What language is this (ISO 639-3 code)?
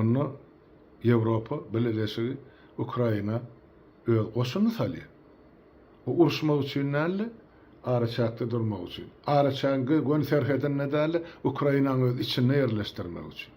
tuk